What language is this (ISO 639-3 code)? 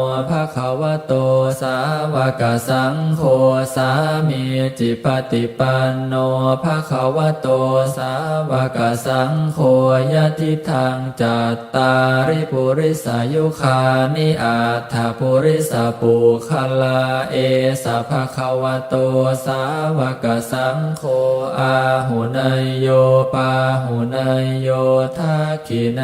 pli